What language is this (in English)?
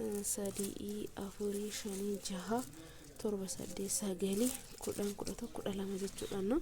Oromo